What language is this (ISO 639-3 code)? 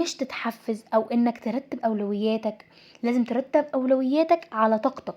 arz